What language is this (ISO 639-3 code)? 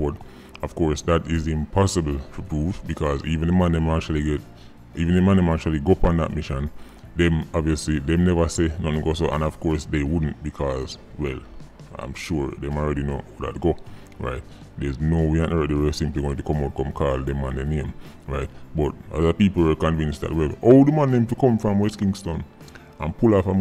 jam